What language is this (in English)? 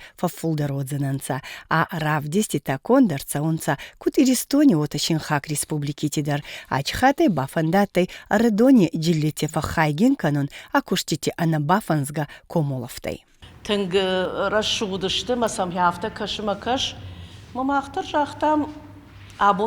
Ossetic